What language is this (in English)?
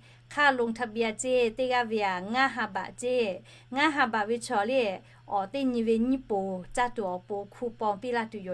Lahu